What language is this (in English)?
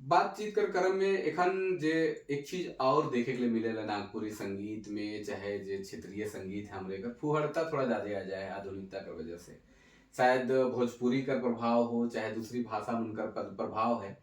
Sadri